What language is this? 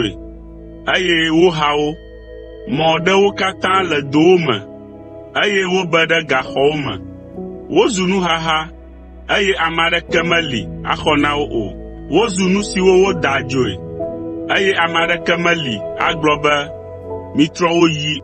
Ewe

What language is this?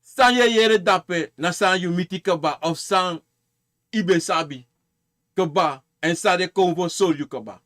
Sranan Tongo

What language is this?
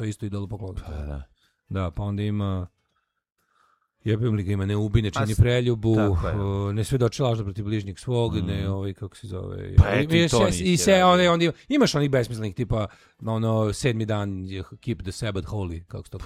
Serbian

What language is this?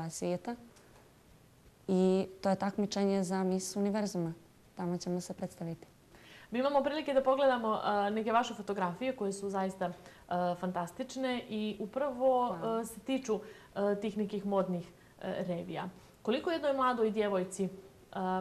Bosnian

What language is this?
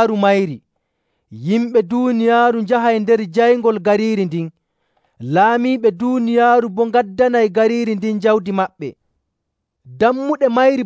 Nigerian Fulfulde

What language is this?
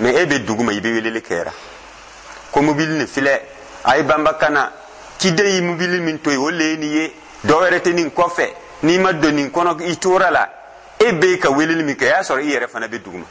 Dyula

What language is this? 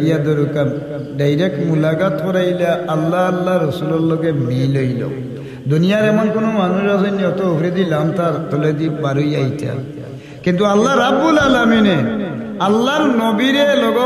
Sylheti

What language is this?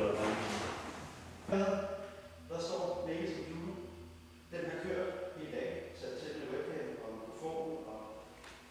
Danish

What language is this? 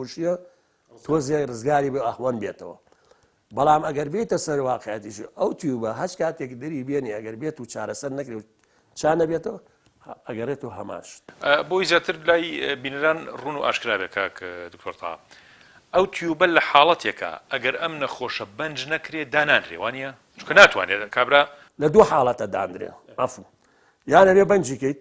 Central Kurdish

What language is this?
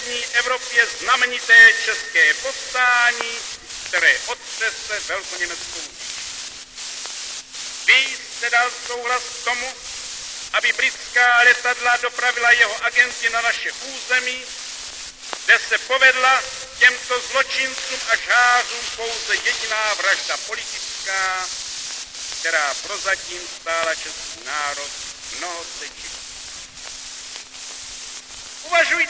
Czech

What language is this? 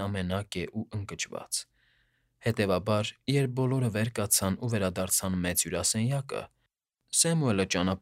Armenian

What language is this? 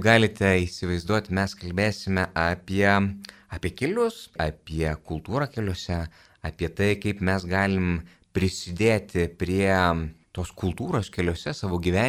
Lithuanian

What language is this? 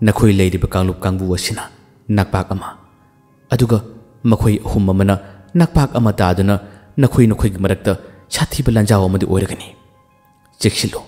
Manipuri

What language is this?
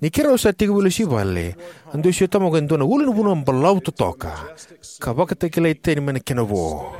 Fijian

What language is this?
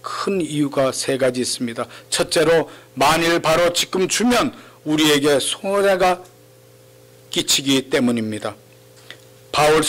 Korean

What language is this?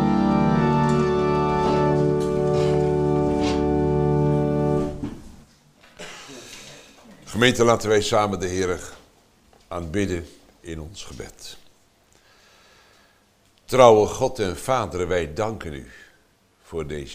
Dutch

